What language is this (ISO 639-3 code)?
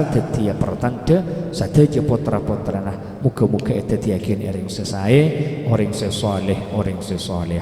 mad